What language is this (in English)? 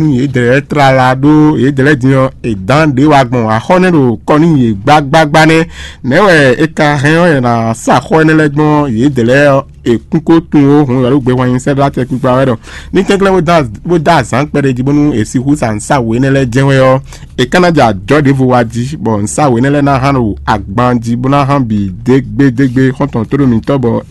Fon